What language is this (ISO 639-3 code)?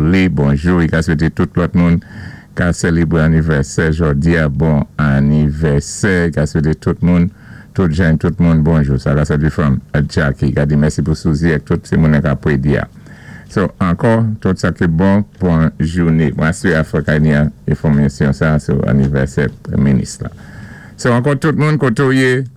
acf